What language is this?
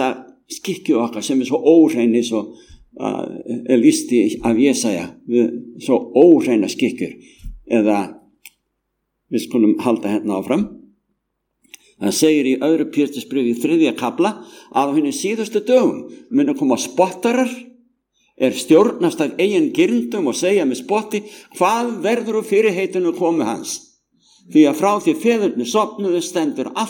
Icelandic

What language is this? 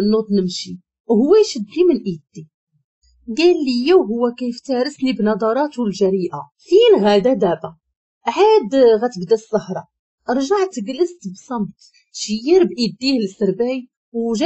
Moroccan Arabic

